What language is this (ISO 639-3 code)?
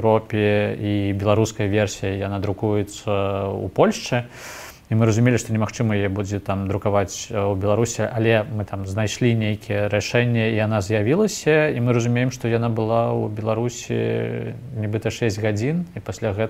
bel